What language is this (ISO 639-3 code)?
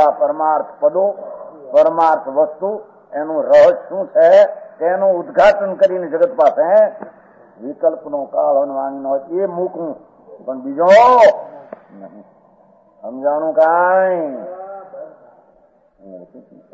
guj